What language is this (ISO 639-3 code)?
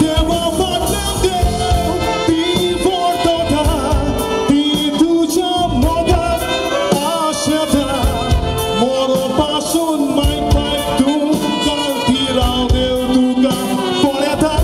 kok